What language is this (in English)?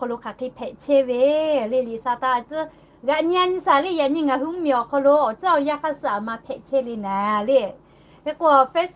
Lahu